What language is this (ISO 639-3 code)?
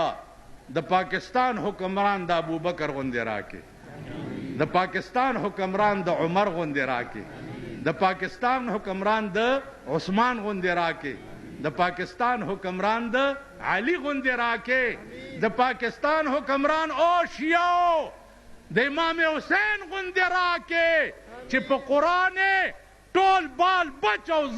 pus